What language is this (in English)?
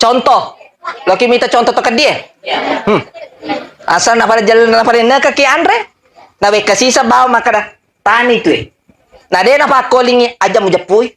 Buginese